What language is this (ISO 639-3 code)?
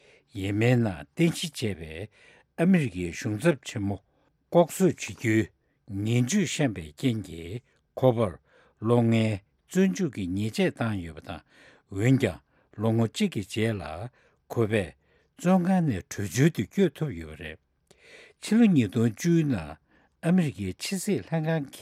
bod